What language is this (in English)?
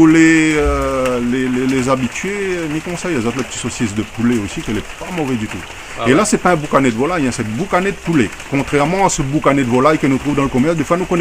Réunion Creole French